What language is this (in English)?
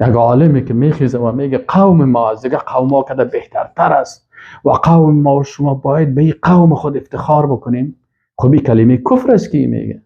Persian